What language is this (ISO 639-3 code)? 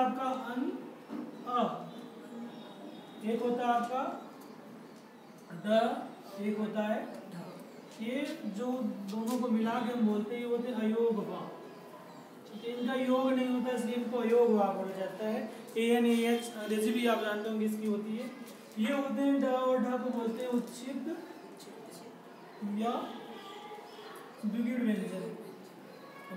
hin